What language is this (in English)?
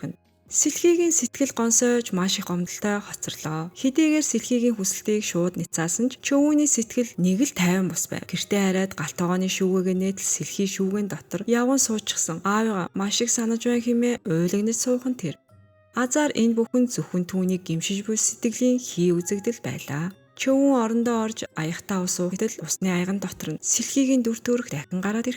Mongolian